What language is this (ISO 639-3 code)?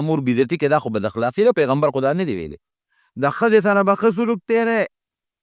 pus